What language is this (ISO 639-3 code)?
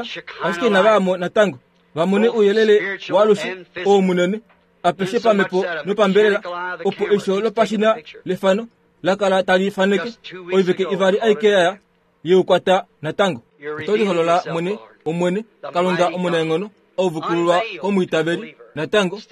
kua